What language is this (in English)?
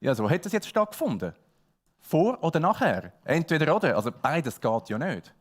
Swiss German